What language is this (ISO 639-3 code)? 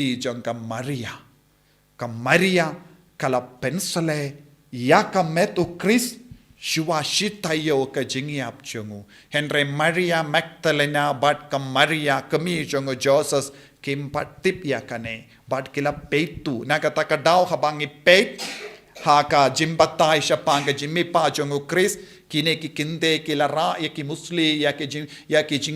kha